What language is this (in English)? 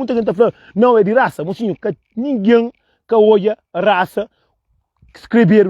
Kabuverdianu